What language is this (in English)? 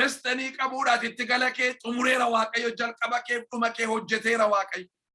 Oromo